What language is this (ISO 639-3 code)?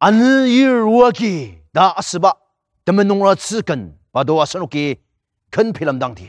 njo